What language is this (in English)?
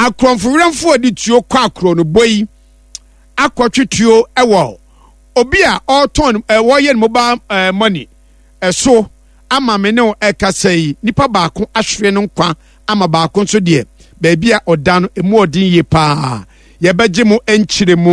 Akan